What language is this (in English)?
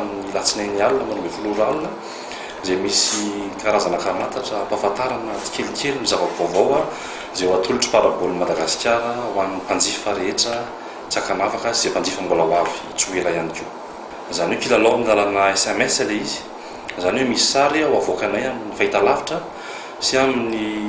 Malagasy